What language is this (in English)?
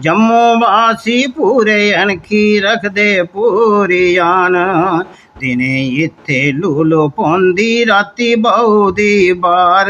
Dogri